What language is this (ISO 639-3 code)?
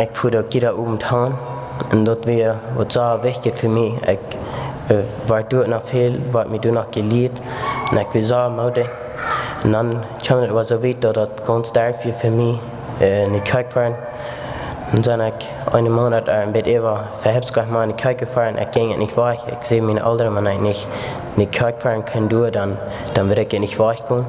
pdt